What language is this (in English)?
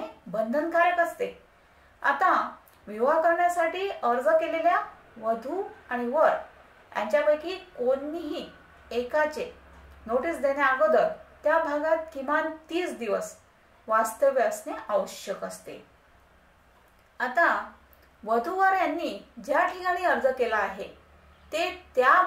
Marathi